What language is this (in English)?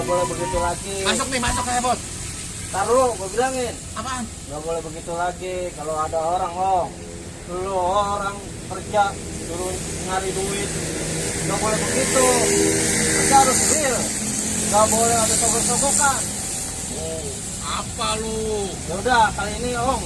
Betawi